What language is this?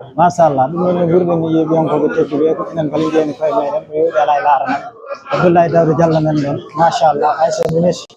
Fula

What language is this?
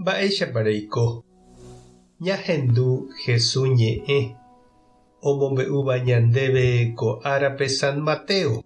Guarani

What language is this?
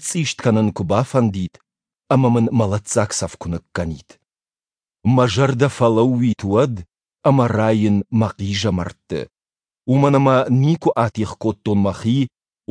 Ossetic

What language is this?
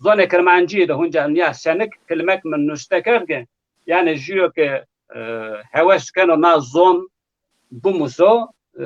Zaza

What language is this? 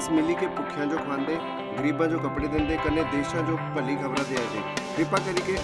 Dogri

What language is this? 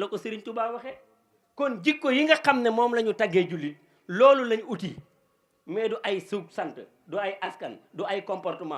Wolof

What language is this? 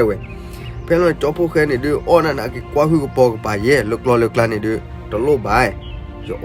S'gaw Karen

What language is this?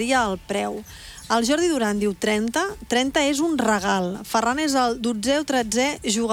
Catalan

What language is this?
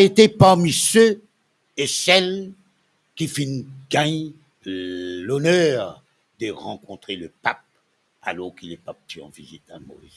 Morisyen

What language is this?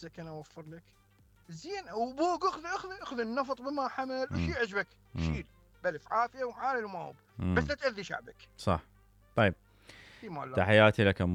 Mesopotamian Arabic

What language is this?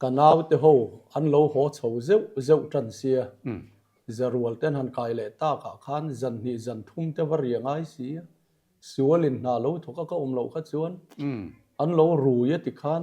Mizo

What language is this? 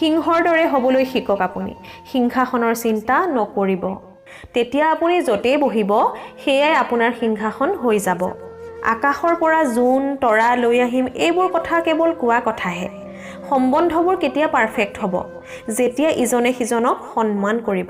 Assamese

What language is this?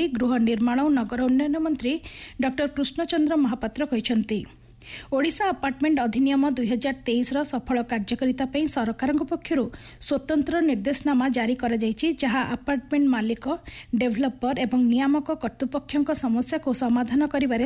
Odia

